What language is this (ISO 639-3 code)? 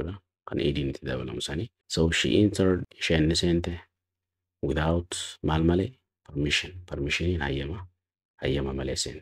orm